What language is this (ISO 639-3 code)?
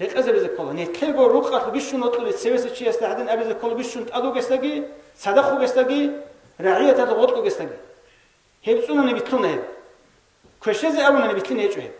ava